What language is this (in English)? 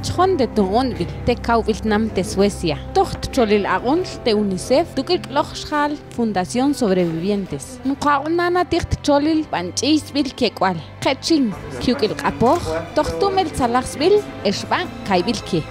Mam